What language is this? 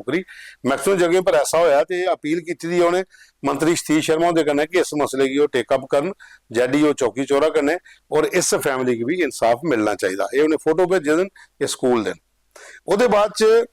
Dogri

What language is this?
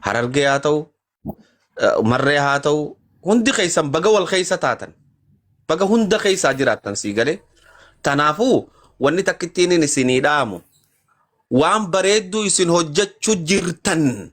Oromo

